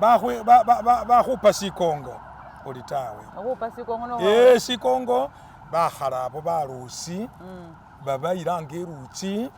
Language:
Masaaba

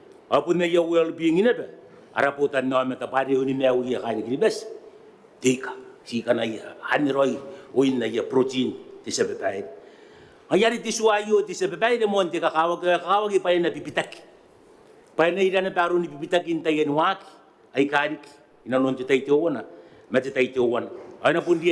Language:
Gilbertese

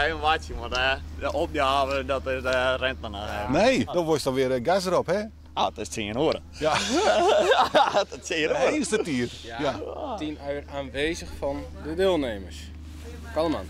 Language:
Western Frisian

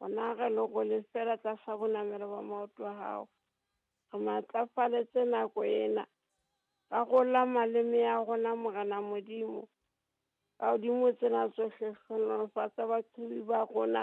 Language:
Southern Sotho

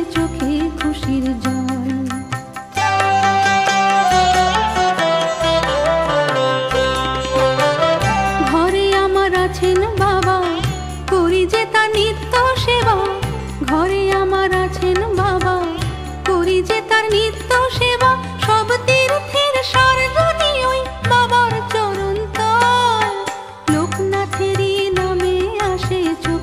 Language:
Bangla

